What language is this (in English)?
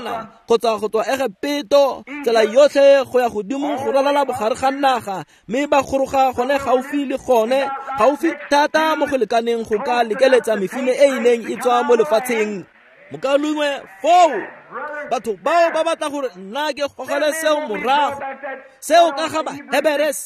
Tswana